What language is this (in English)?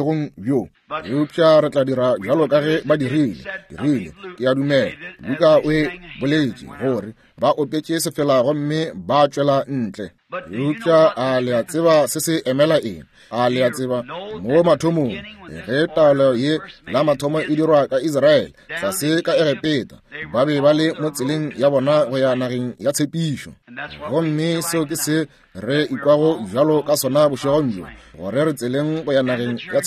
Northern Sotho